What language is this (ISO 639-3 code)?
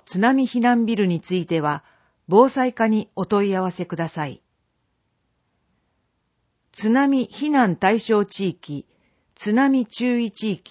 jpn